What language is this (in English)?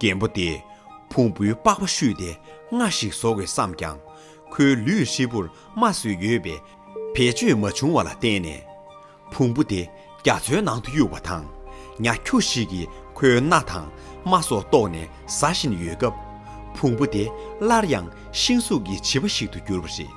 Tibetan